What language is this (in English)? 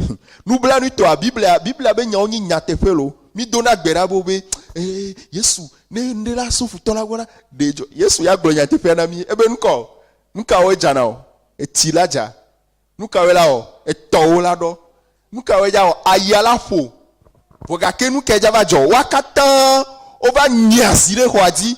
Ewe